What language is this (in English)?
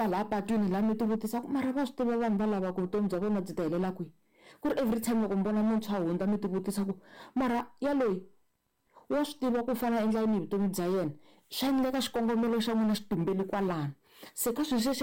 Tsonga